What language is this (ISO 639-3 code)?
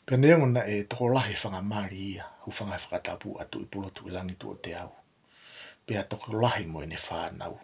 ton